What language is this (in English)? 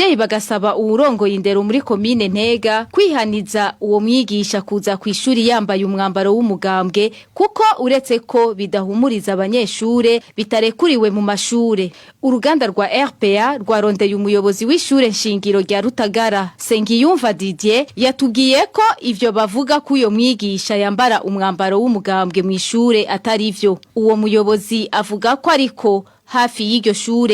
Rundi